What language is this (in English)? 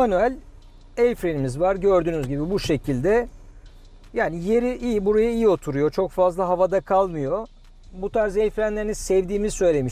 Turkish